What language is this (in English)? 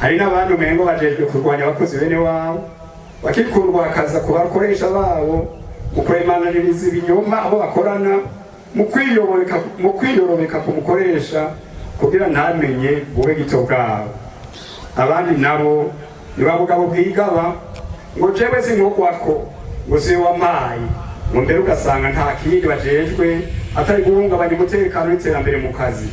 Rundi